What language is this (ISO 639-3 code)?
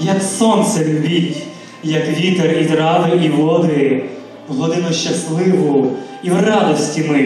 ukr